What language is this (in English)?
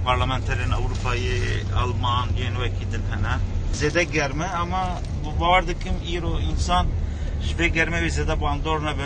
Kurdish